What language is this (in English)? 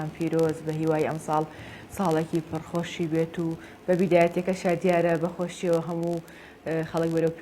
Central Kurdish